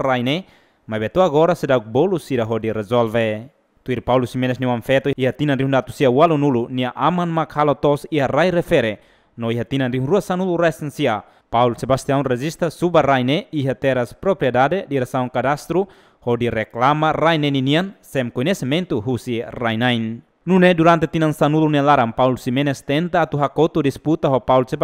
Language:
Tetum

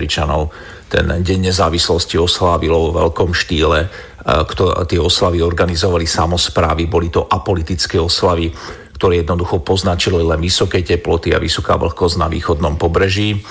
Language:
Slovak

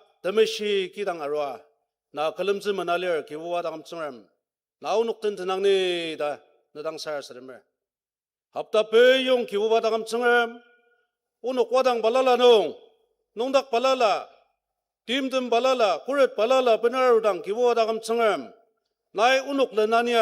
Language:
Ao Naga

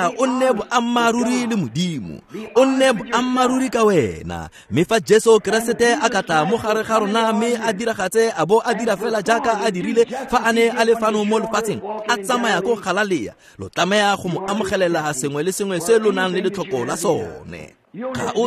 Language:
Tswana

